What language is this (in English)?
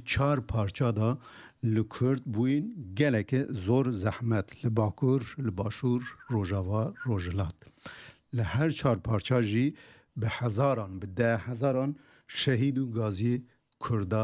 Kurdish